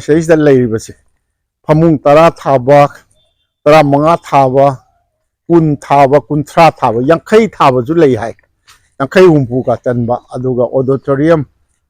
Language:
Manipuri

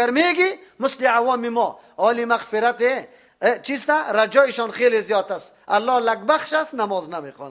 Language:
Persian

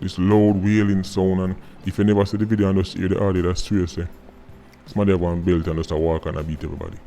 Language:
Jamaican Creole English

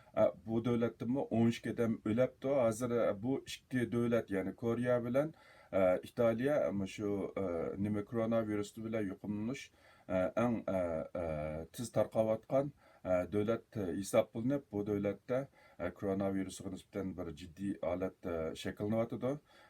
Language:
Uyghur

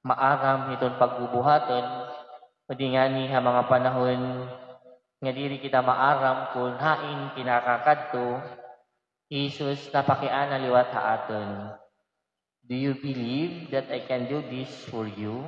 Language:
Waray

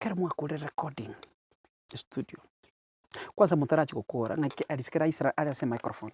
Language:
Gusii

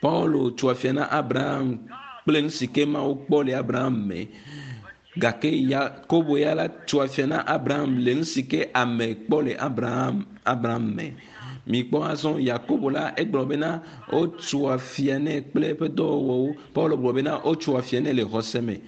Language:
Ewe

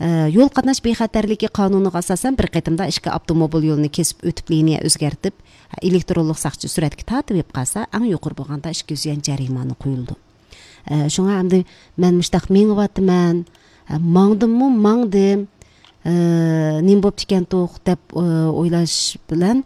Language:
Uyghur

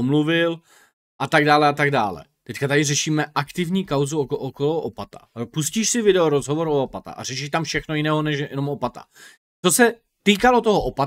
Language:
Czech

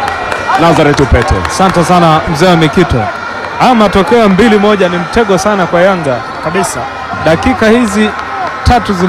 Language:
Swahili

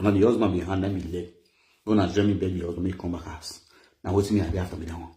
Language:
Nigerian Pidgin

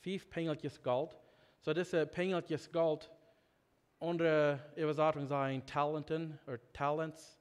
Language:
Plautdietsch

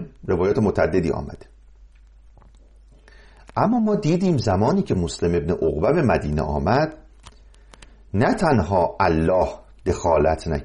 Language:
Persian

